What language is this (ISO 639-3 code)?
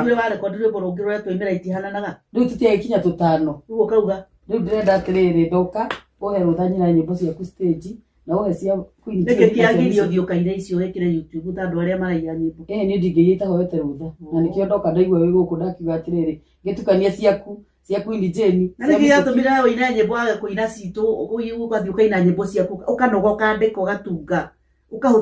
kik